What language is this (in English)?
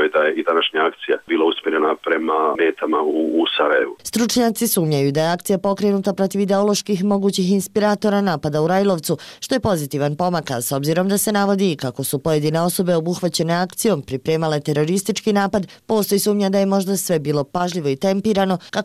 Bosnian